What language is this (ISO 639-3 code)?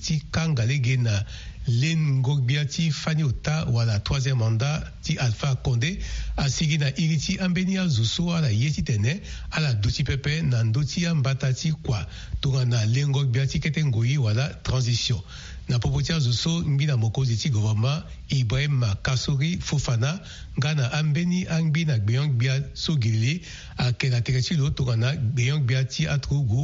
sag